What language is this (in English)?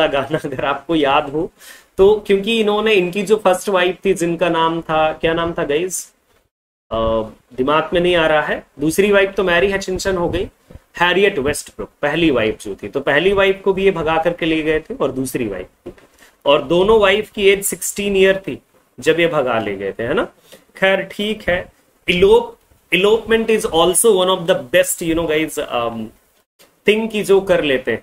Hindi